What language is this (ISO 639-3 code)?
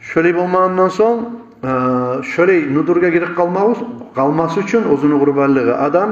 kum